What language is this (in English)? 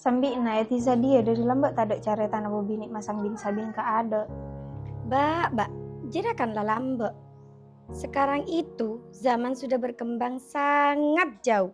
Madurese